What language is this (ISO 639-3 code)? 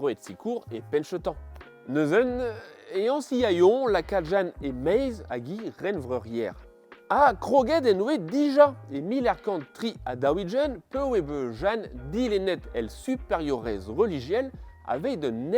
bre